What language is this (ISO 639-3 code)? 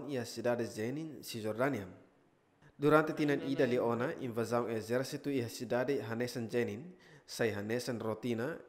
tet